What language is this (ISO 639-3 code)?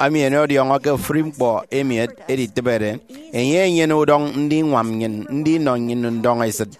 efi